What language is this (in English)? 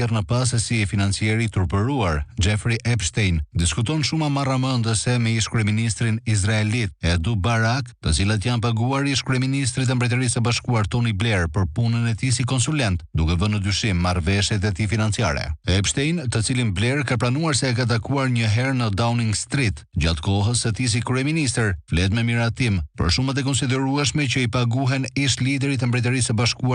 Albanian